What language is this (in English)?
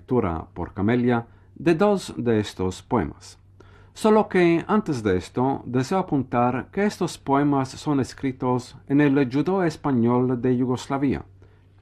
Ladino